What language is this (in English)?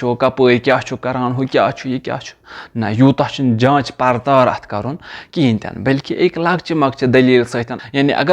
Kashmiri